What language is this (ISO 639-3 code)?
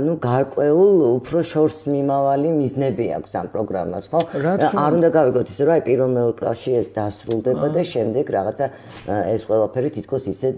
kat